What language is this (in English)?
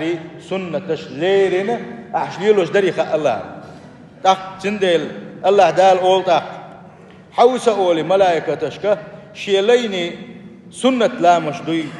Chechen